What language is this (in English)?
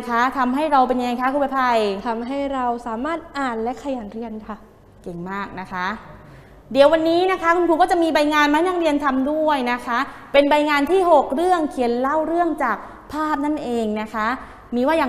Thai